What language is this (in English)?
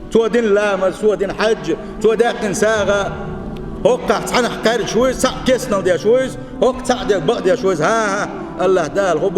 Chechen